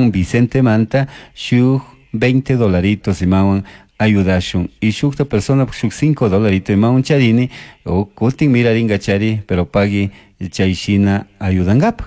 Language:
Chimborazo Highland Quichua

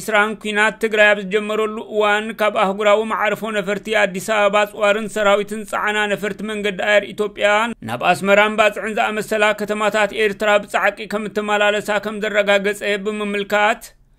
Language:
Tigrinya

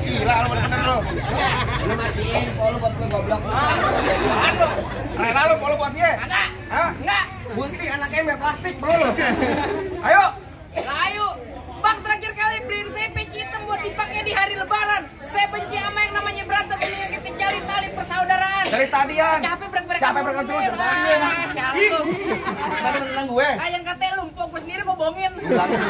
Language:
Betawi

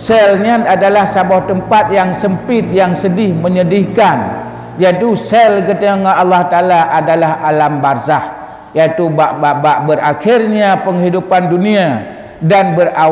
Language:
Achinese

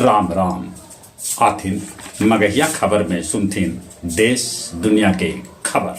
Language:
Magahi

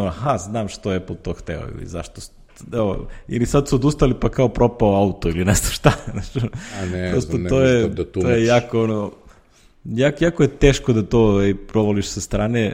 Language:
Serbian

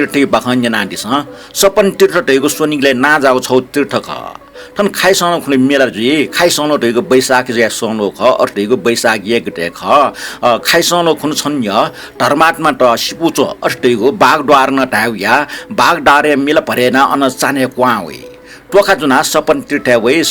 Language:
Newari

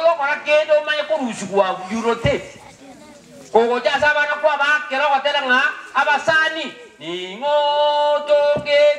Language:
Gusii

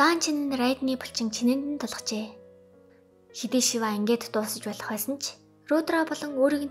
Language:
Mongolian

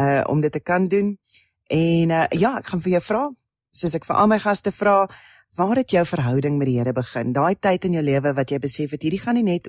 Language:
Afrikaans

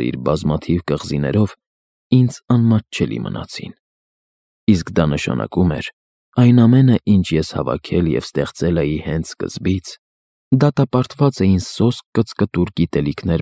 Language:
Armenian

